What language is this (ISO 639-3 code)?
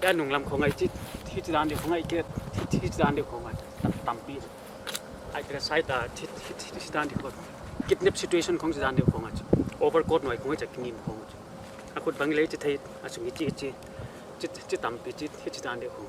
pck